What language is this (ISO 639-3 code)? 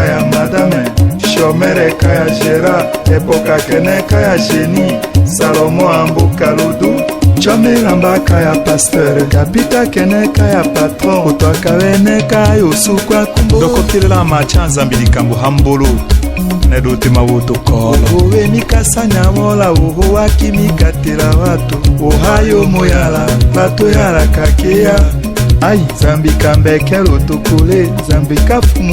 tll